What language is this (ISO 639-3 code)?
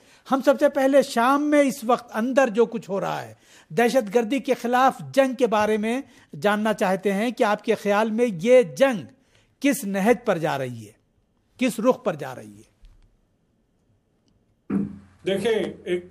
urd